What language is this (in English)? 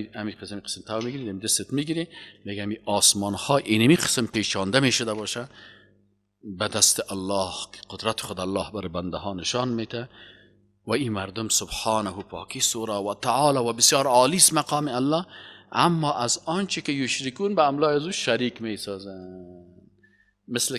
Persian